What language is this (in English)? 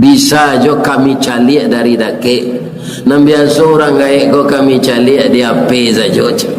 Minangkabau